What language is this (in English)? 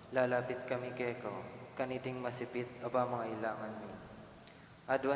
Pampanga